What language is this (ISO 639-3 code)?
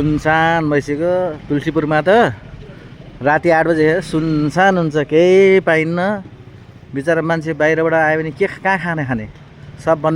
nep